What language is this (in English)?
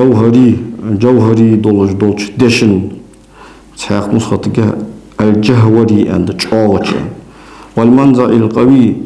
Ingush